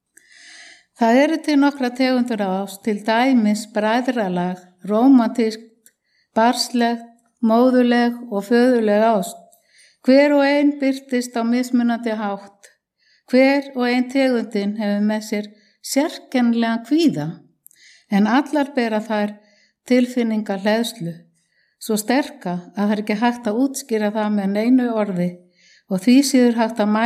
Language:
Icelandic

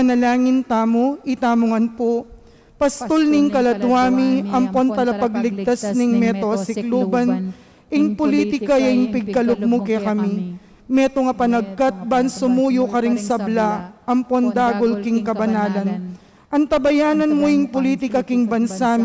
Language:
Pampanga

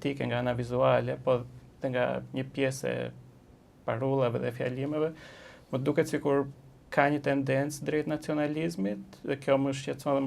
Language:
Albanian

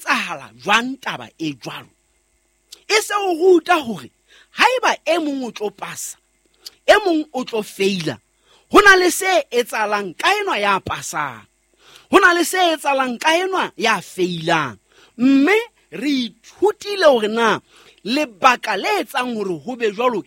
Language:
Southern Sotho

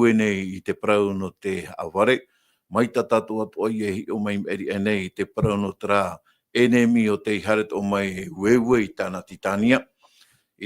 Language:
Tahitian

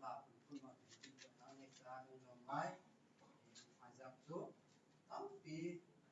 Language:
Hakha Chin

